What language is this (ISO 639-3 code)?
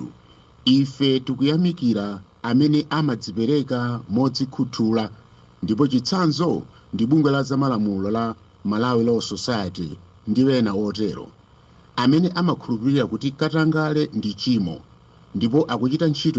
nya